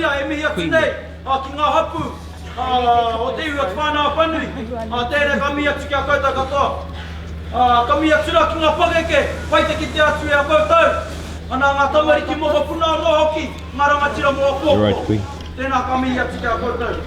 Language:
Māori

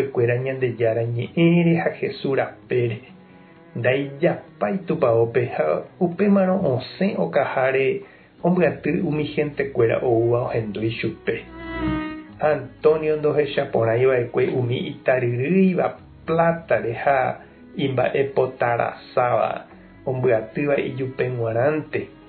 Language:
Guarani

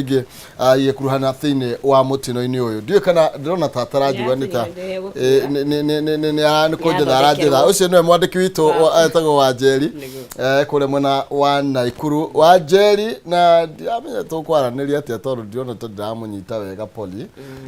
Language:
Kikuyu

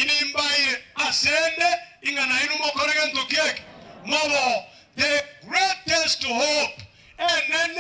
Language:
Gusii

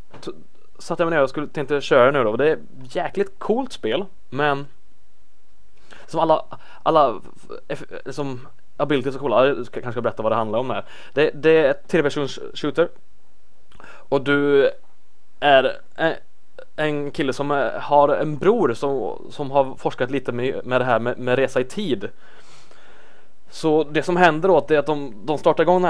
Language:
Swedish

